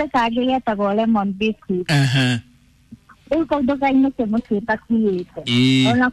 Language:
Kikuyu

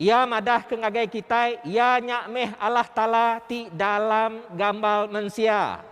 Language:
Iban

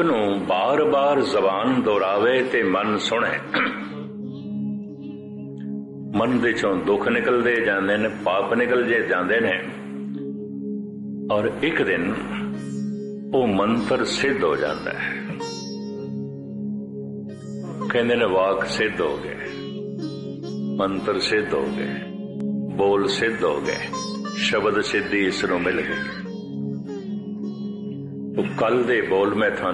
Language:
Punjabi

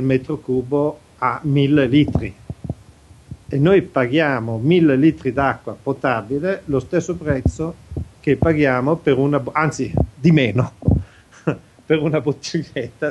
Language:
Italian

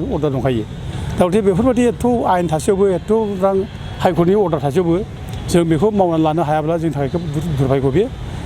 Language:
Bodo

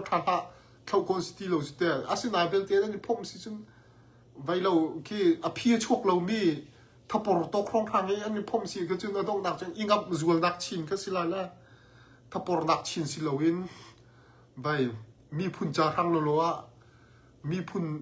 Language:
Hakha Chin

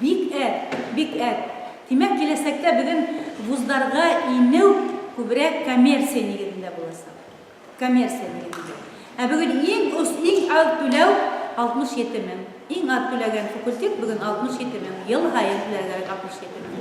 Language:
Bashkir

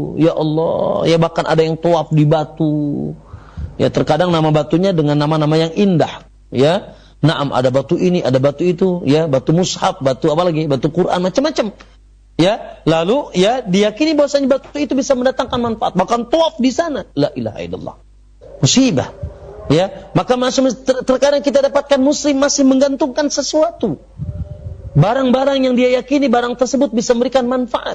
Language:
Indonesian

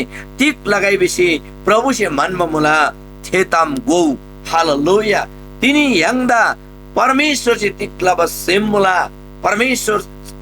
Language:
Eastern Tamang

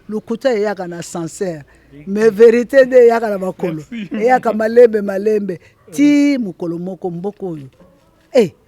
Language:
Lingala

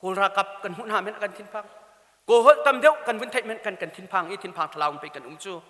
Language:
Hakha Chin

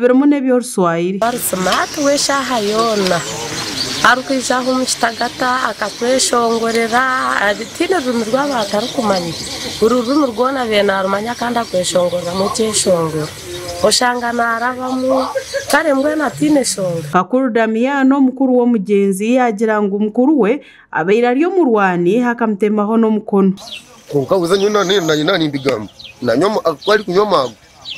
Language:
Nyankole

